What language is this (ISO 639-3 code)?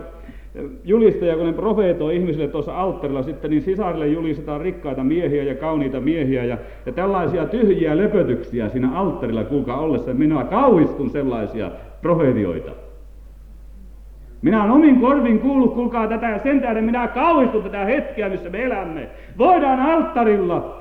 fin